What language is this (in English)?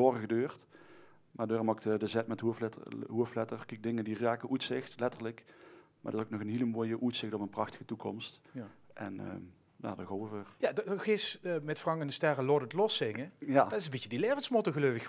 Limburgish